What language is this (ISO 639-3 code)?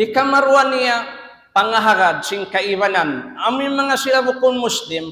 tsg